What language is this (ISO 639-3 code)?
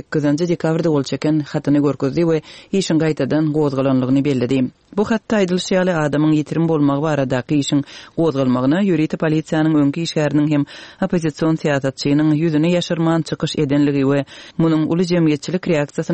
tuk